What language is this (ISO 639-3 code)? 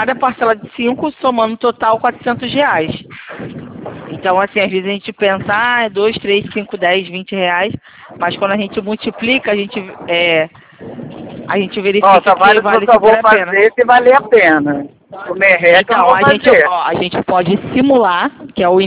por